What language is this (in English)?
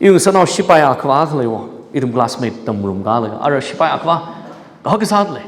Tangkhul Naga (India)